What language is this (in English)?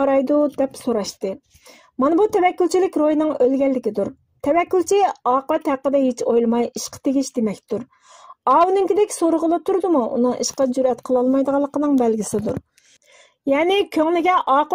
Uyghur